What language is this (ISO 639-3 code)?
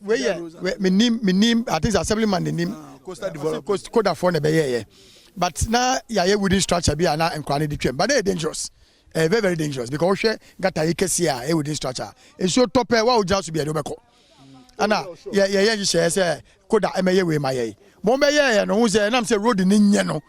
aka